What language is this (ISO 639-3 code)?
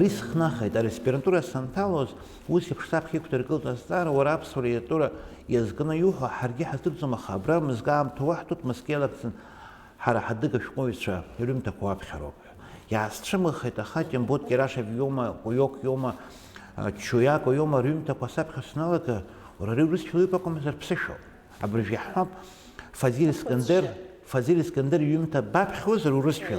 abk